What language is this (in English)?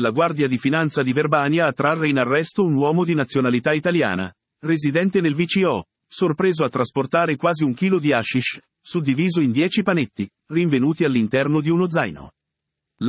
Italian